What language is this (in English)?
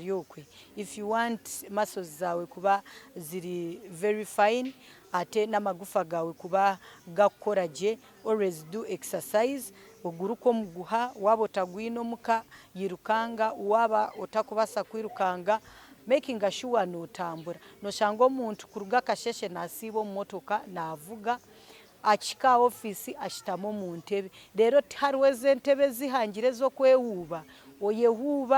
Nyankole